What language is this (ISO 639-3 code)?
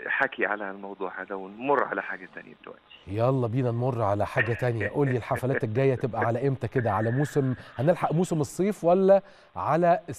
arz